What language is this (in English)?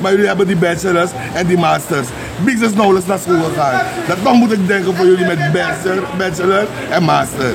Sranan Tongo